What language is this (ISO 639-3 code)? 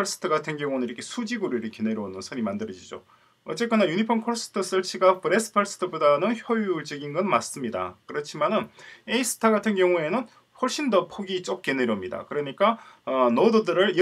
kor